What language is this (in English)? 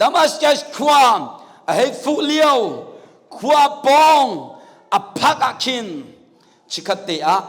Hakha Chin